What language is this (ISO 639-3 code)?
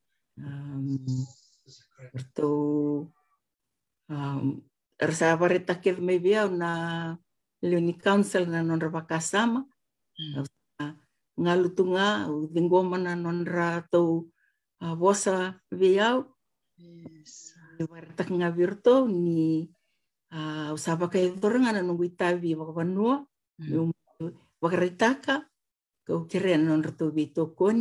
fij